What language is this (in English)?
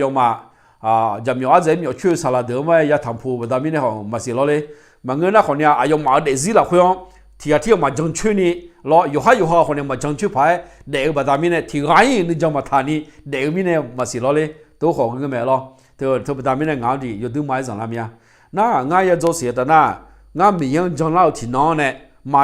Akha